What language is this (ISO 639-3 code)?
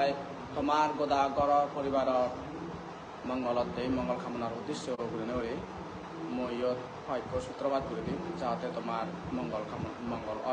ccp